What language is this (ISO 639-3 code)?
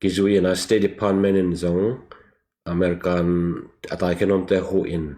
ctd